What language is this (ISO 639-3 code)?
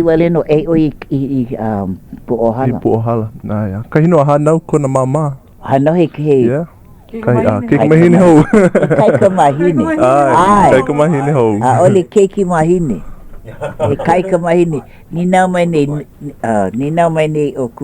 haw